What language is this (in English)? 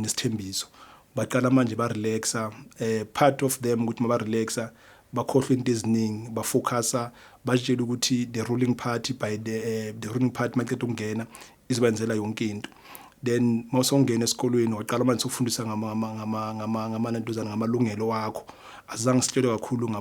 Zulu